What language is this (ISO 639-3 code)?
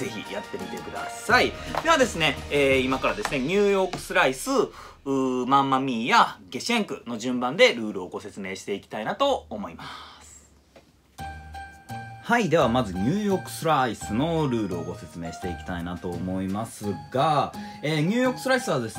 jpn